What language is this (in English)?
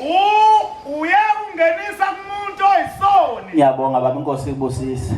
Zulu